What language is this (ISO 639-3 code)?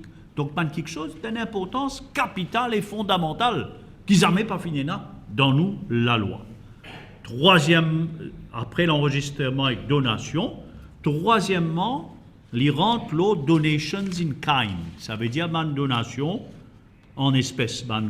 mfe